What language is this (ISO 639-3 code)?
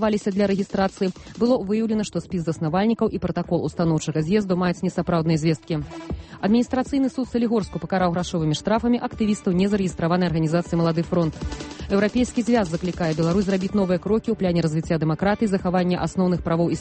bel